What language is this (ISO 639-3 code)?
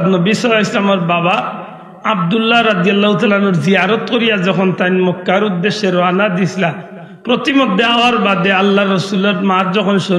syl